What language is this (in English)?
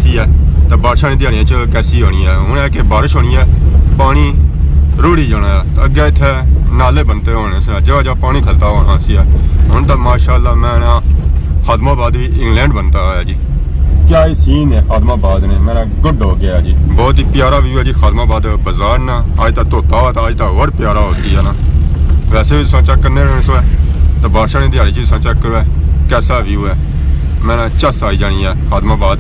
Pahari-Potwari